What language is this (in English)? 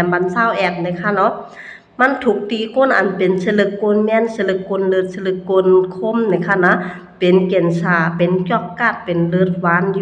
Lao